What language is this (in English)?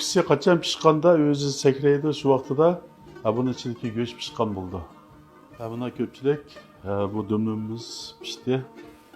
Uyghur